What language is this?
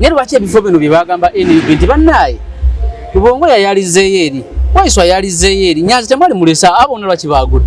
Ganda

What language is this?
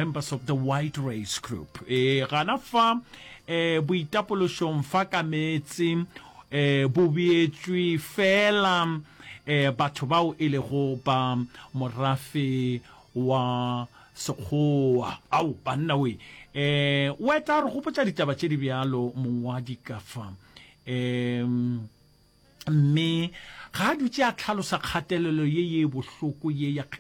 Northern Sotho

